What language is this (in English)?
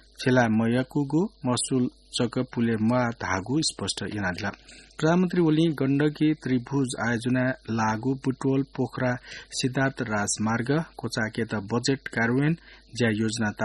Newari